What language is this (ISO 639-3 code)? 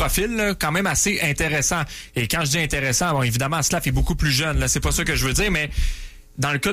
fra